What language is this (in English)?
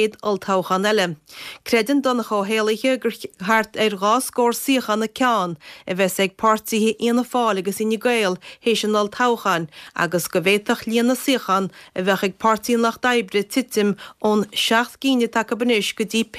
Irish